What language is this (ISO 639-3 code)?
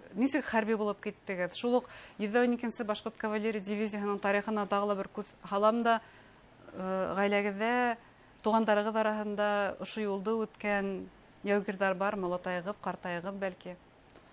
bak